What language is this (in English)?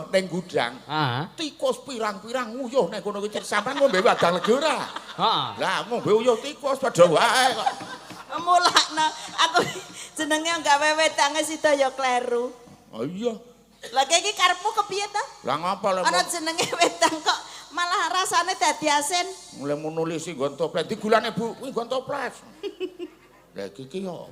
Javanese